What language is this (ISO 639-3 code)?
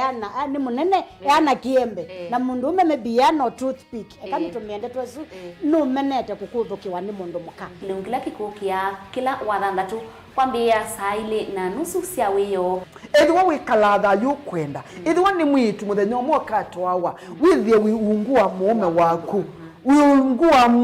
kam